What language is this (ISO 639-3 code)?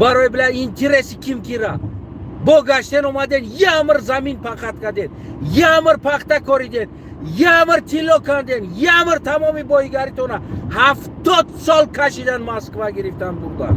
tgk